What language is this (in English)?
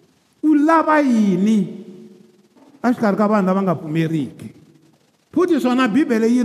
Tsonga